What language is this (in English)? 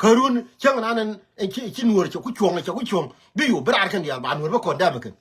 Nuer